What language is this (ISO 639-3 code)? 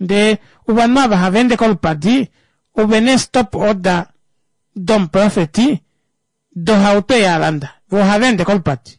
kua